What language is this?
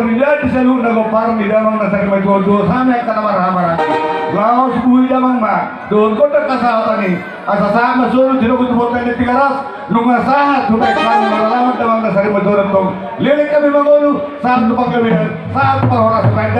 Batak Toba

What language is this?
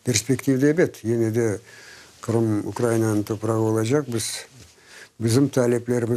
Crimean Tatar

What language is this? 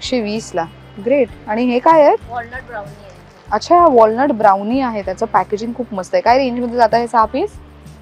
Marathi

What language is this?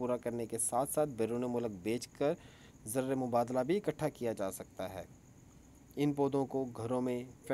Urdu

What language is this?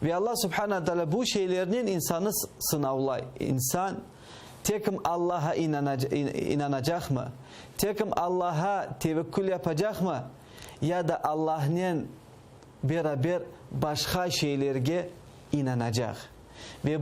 Crimean Tatar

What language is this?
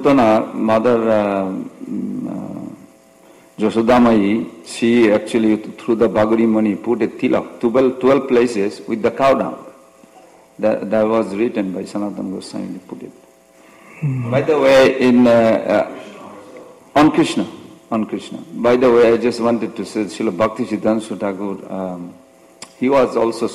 English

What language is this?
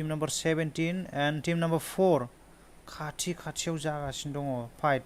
Bodo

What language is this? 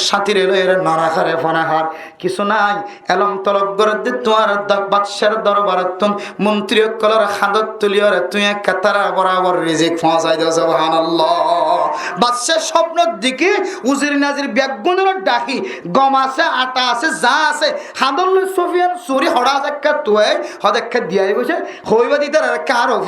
Rohingya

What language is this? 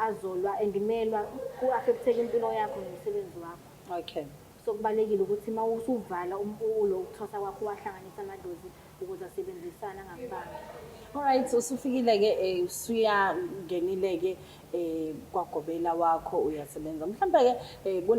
Zulu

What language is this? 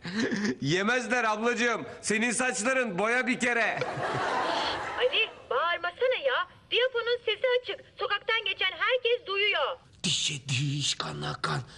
Turkish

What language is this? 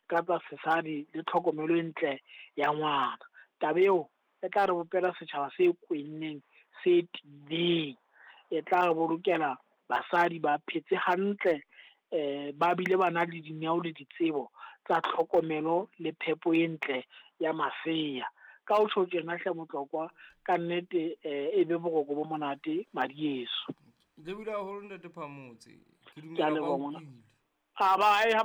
Southern Sotho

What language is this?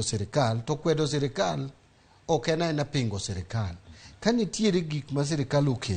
Luo (Kenya and Tanzania)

